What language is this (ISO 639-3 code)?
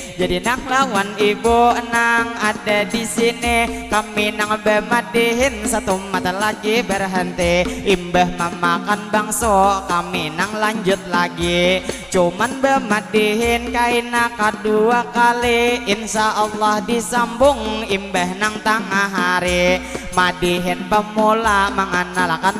bjn